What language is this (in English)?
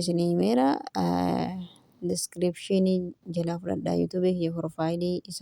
Oromo